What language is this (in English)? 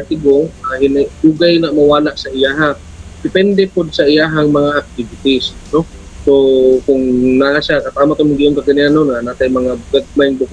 Cebuano